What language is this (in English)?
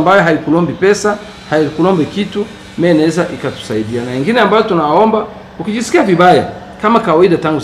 Swahili